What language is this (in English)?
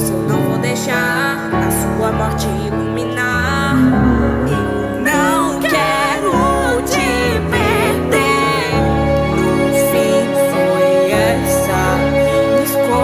Portuguese